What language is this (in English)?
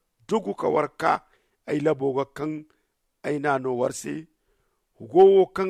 Zarma